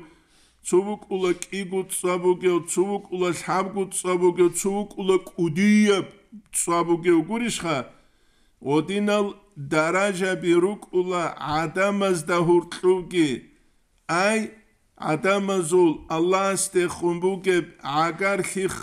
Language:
Avaric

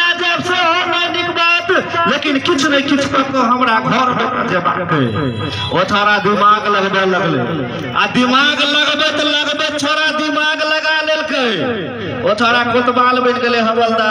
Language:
Maithili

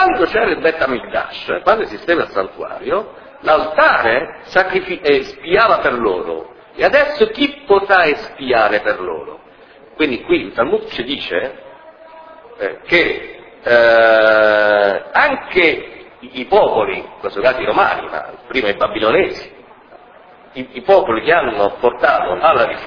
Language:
Italian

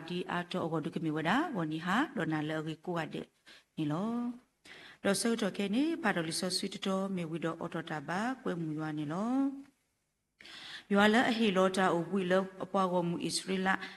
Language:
S'gaw Karen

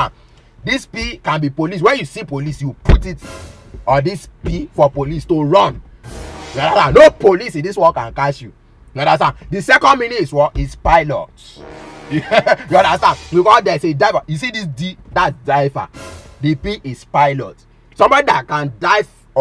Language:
Nigerian Pidgin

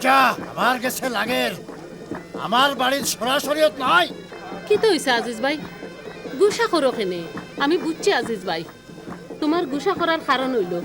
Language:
Sylheti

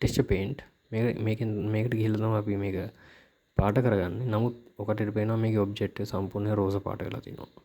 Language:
Sinhala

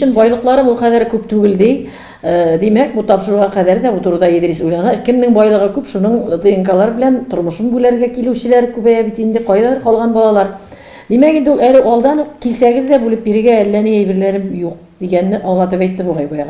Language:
Tatar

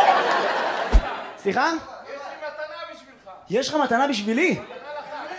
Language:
Hebrew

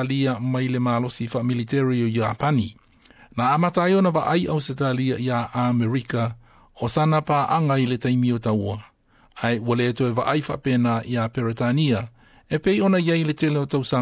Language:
Samoan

